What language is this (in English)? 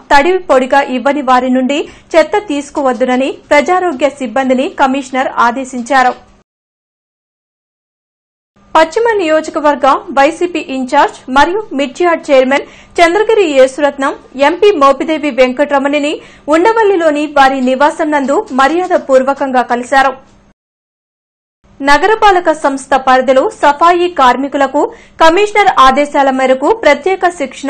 Telugu